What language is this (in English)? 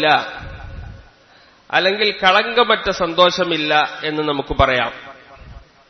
Malayalam